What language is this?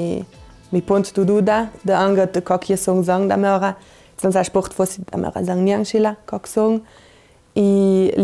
Ladin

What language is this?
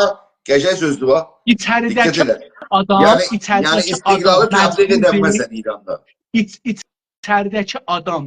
South Azerbaijani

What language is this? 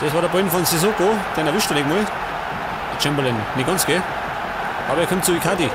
Bavarian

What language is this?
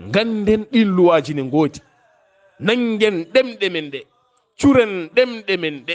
Fula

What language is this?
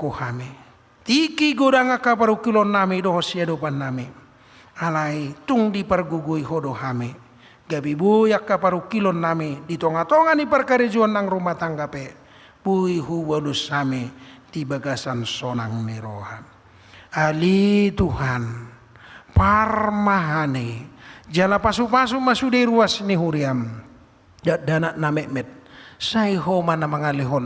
Batak Toba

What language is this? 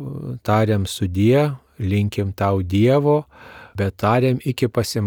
Lithuanian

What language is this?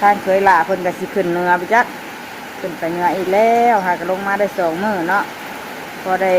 Northeastern Thai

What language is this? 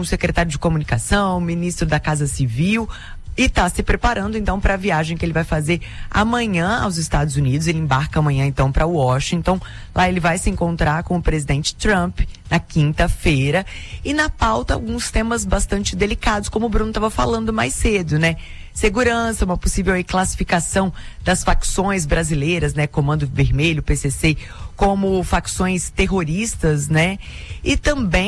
Portuguese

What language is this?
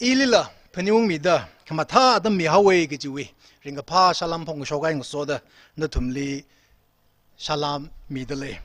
Tangkhul Naga (India)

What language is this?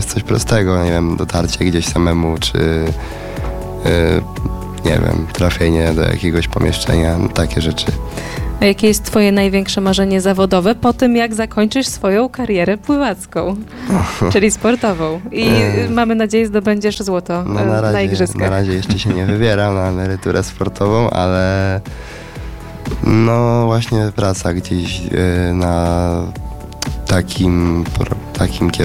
Polish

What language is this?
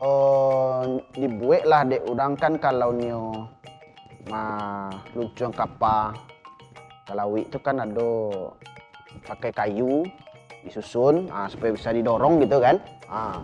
Minangkabau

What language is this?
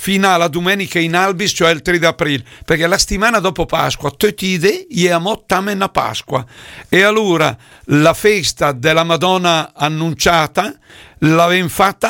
Lombard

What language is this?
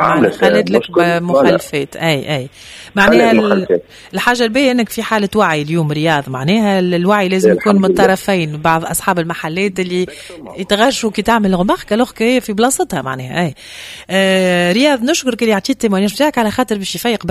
Tunisian Arabic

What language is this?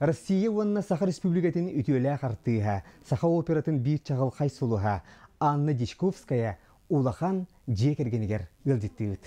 Yakut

